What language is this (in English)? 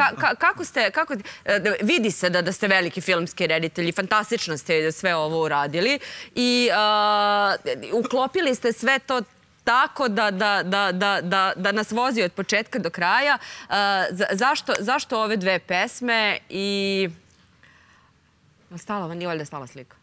Serbian